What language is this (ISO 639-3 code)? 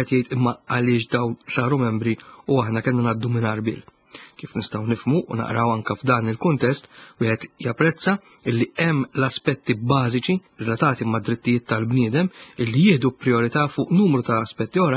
mlt